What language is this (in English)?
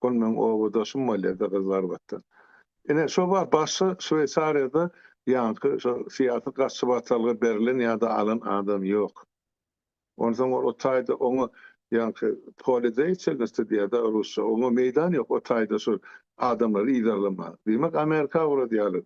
Turkmen